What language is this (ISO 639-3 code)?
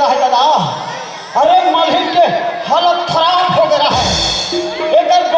hne